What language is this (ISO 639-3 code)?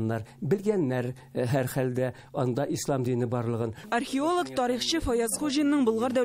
tat